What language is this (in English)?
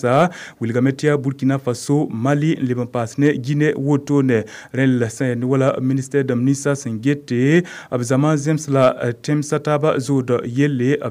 Mossi